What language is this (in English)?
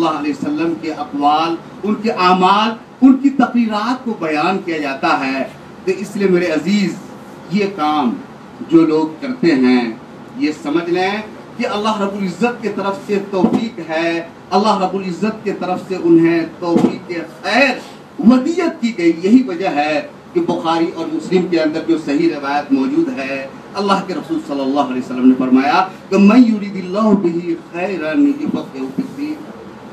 Urdu